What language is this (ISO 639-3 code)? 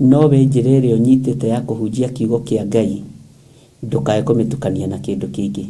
kik